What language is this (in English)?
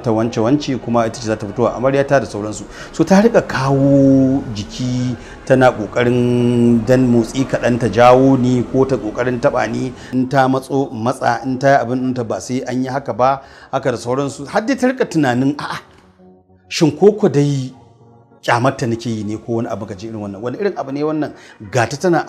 Hausa